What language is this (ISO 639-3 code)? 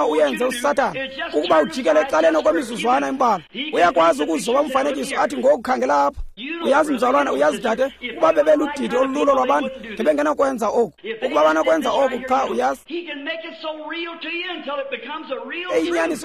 xho